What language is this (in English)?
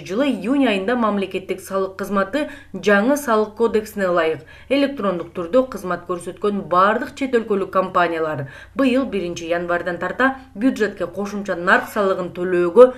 Kyrgyz